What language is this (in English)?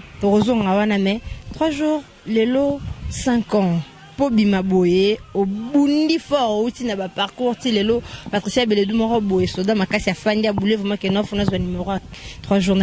Lingala